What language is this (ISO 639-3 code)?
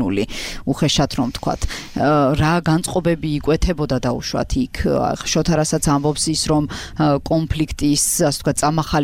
kat